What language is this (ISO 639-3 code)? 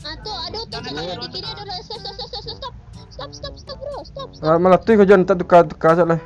min